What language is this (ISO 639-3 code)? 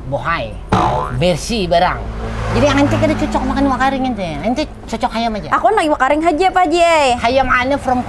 bjn